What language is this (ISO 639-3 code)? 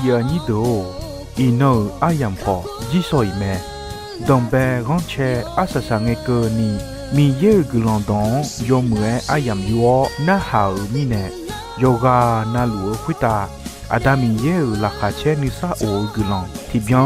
ahk